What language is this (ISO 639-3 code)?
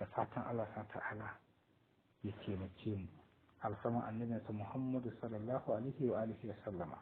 hau